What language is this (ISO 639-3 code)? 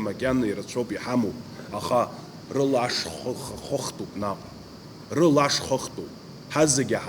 abk